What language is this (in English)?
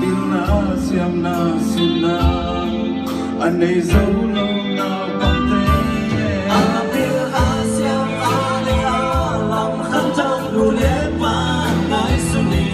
Tedim Chin